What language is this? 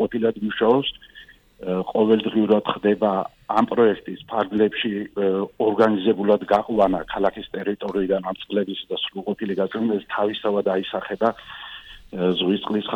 Georgian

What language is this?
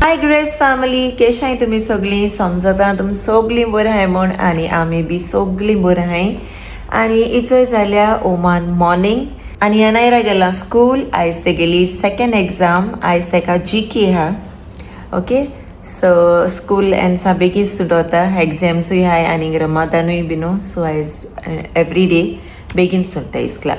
Konkani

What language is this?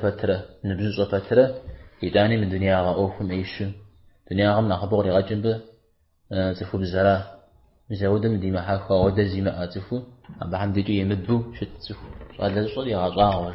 Kabardian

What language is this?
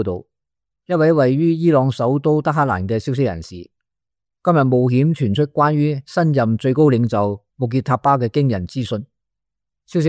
Cantonese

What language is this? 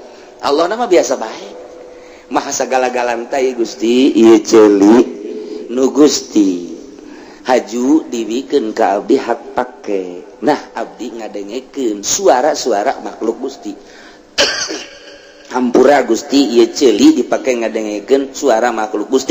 Sundanese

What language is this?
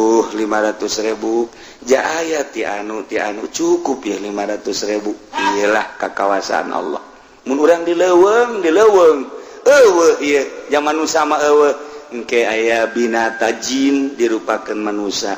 Sundanese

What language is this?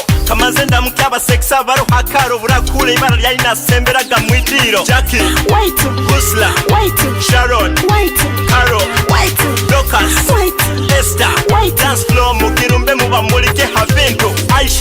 Nyoro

